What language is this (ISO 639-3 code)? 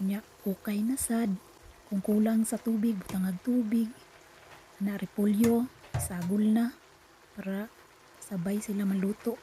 ceb